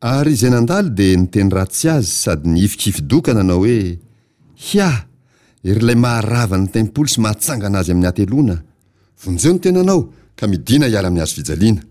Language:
Malagasy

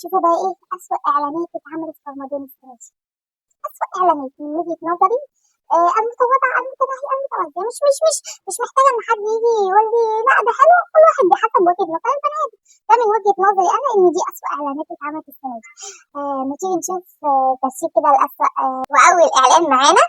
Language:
Egyptian Arabic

